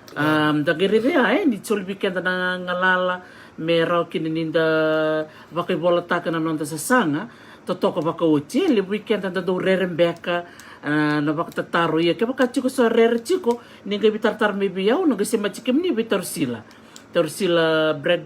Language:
Fijian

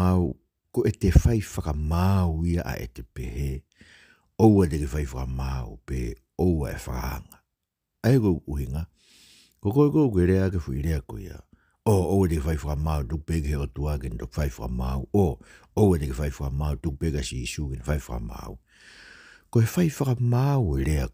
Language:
Tongan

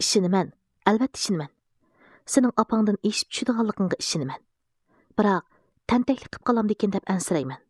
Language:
Uyghur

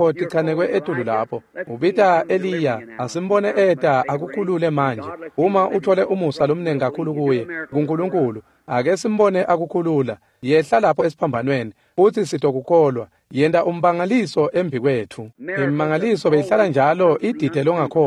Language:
Swati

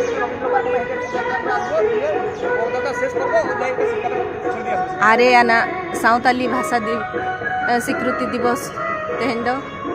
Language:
Santali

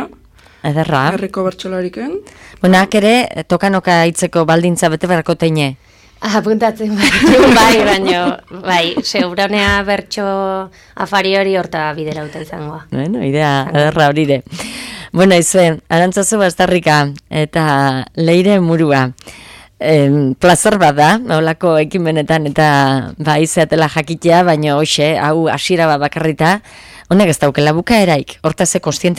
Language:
Basque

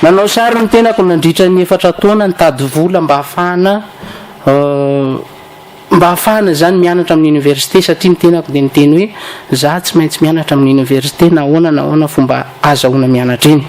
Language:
Malagasy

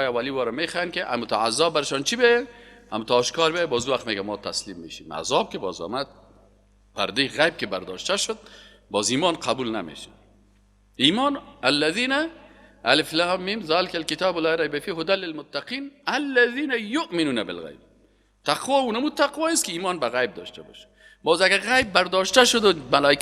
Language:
Persian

